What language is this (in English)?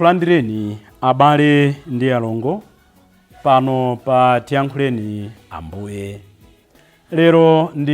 Nyanja